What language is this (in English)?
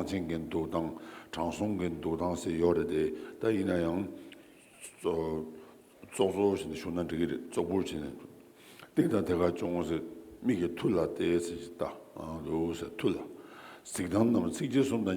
Tibetan